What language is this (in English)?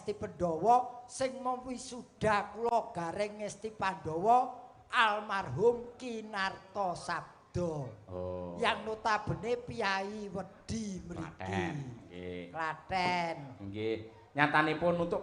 Javanese